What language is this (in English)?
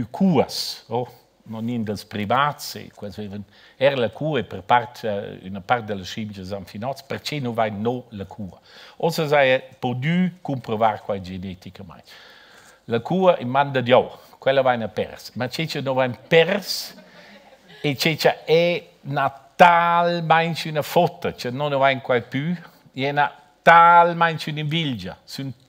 Romansh